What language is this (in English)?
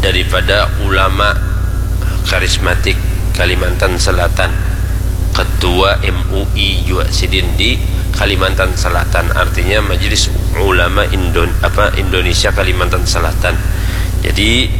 Banjar